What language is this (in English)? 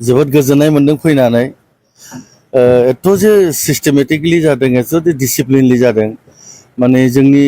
Bodo